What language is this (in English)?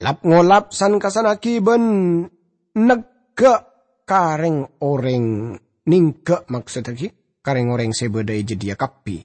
Madurese